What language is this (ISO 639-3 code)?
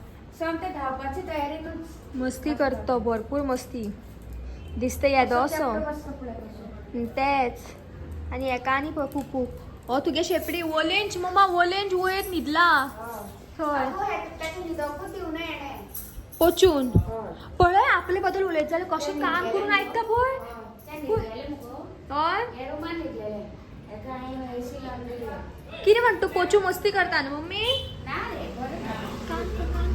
kok